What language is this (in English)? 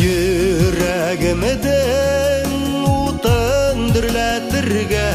Bashkir